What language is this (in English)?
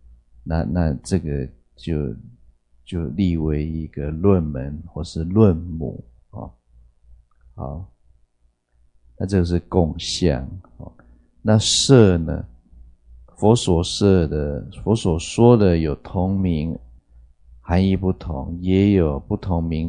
Chinese